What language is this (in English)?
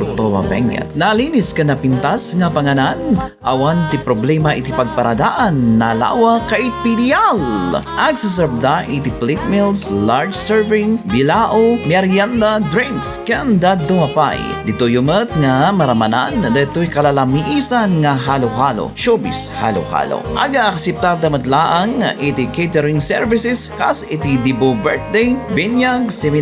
Iloko